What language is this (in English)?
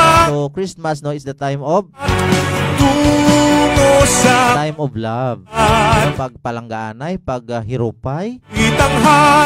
Hiligaynon